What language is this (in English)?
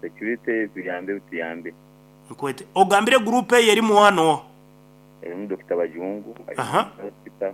Nyoro